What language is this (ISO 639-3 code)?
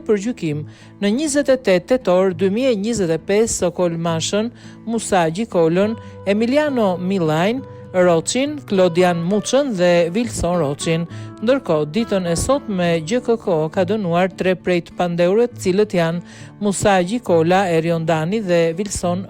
sqi